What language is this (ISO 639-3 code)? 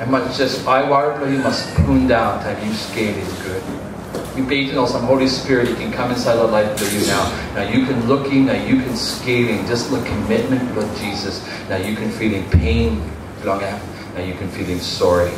tpi